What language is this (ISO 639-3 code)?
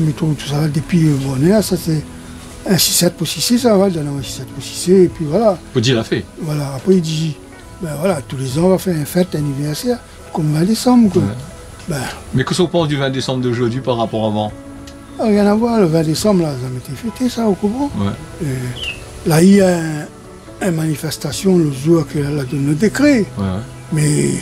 rcf